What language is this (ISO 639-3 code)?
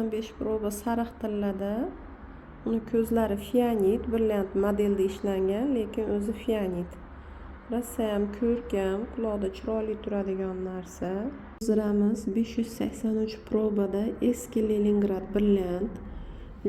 uzb